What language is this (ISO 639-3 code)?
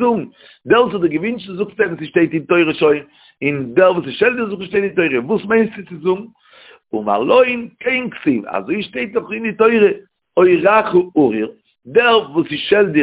yid